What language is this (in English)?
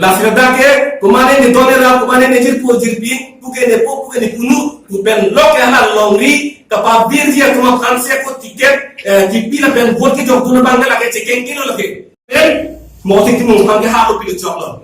Karbi